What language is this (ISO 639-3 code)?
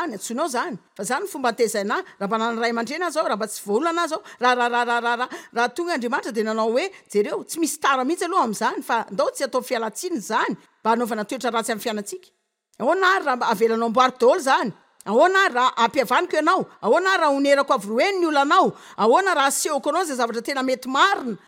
mlg